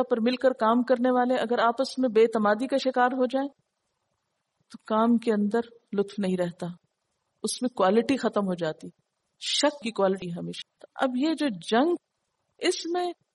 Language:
Urdu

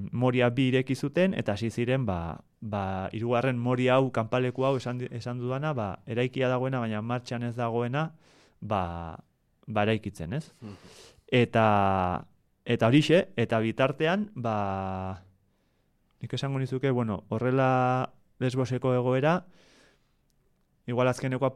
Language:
Basque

